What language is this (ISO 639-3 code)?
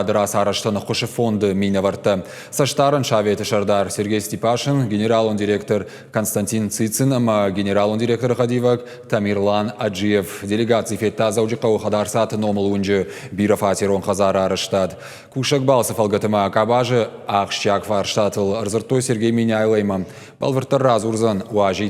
oss